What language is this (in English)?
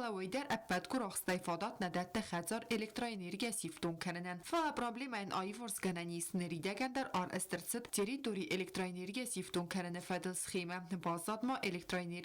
Ossetic